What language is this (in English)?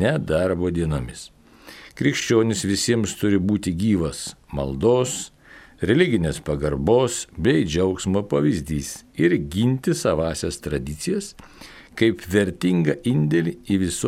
Lithuanian